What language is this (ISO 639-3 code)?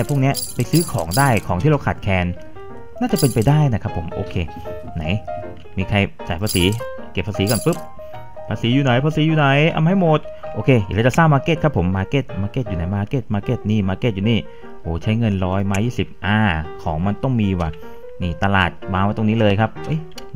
tha